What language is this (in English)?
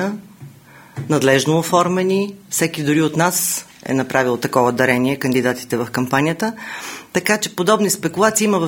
Bulgarian